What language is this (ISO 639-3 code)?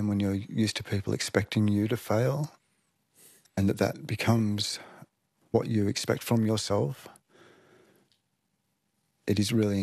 eng